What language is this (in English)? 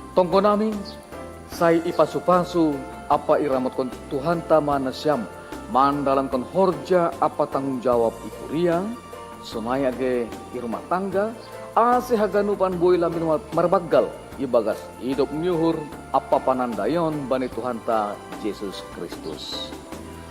Batak Simalungun